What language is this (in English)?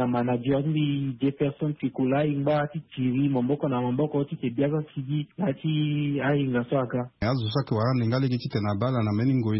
Sango